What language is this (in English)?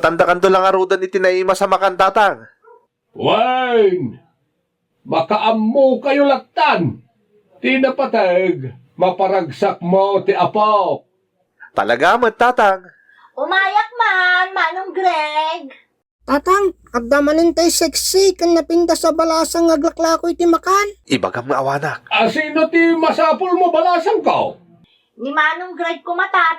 Iloko